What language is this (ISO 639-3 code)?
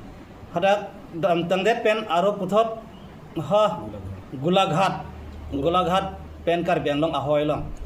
mjw